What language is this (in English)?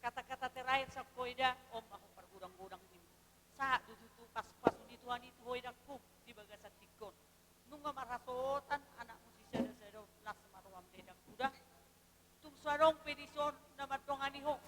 Batak Toba